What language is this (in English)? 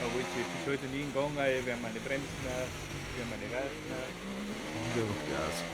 Bavarian